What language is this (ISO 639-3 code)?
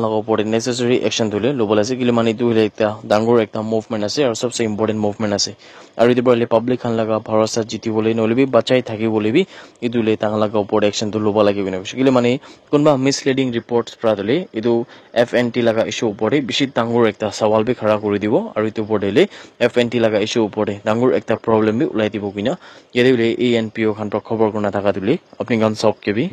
nag